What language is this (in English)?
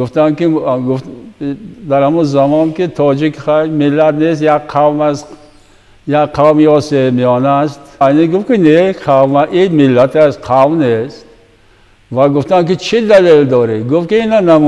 Tajik